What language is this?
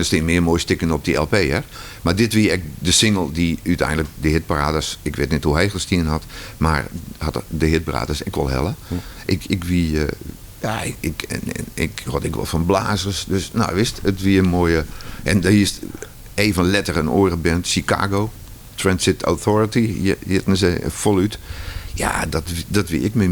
Western Frisian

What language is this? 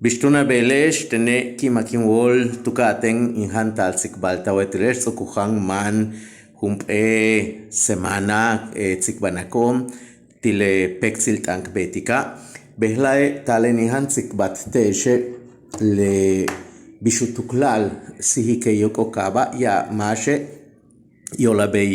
Yucateco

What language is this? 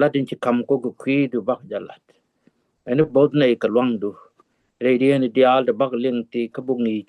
Nuer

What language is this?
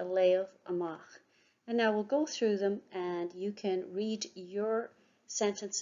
Irish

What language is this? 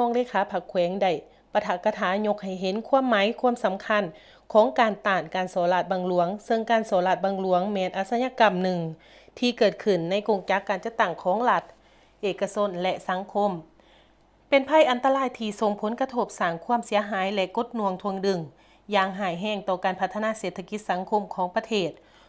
Lao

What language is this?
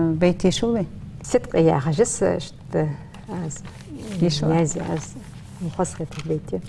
Ingush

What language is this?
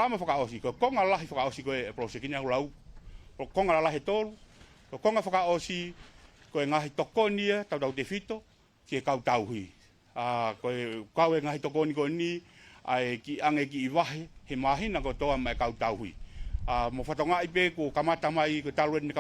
Tongan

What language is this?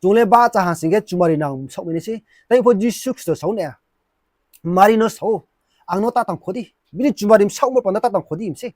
Riang (India)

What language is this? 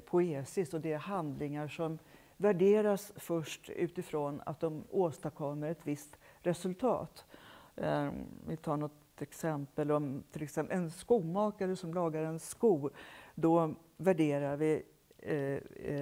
Swedish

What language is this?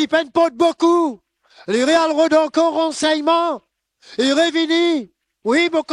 Morisyen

